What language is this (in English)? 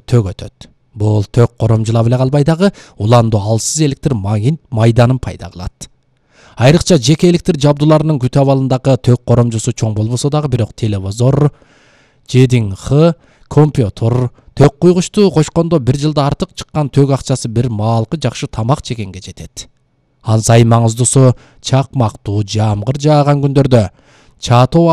Kyrgyz